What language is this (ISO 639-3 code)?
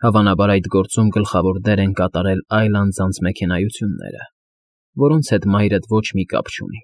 hye